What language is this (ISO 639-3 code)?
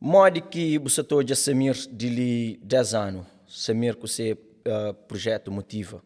kea